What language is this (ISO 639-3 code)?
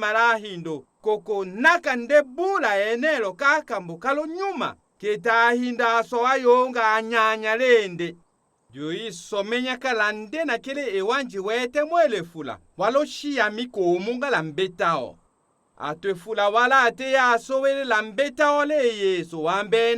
tll